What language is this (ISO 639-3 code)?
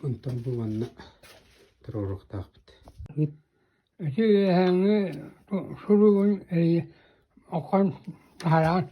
sah